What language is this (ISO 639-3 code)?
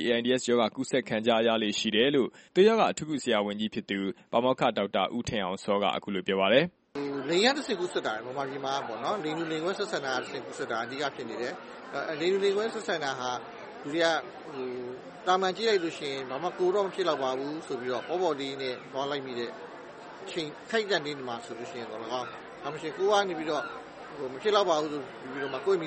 mya